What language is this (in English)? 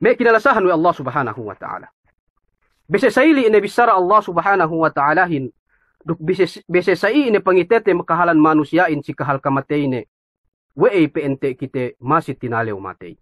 Yakan